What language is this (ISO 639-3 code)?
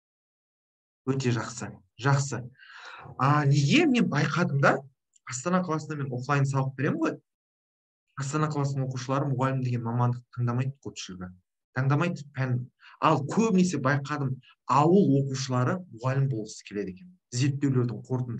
kaz